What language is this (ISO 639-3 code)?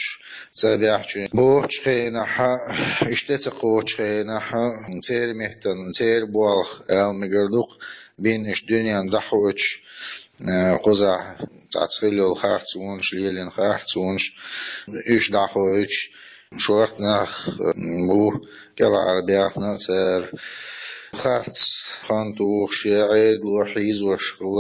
che